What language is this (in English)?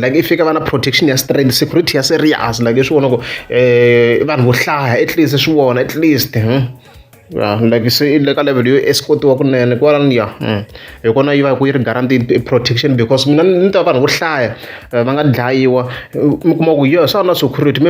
Tsonga